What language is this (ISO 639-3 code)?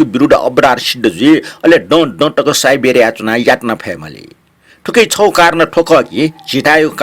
new